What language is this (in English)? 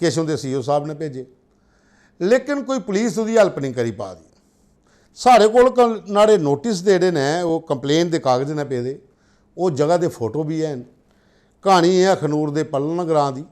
Dogri